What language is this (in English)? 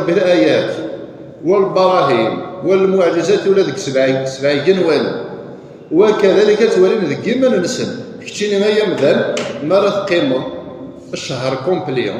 Kabyle